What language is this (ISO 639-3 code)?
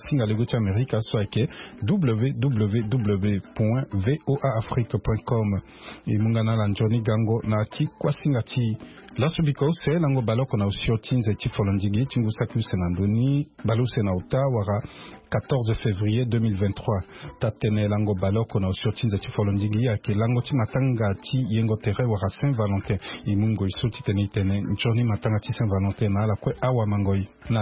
sag